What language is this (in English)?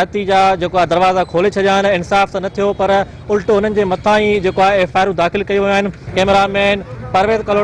Sindhi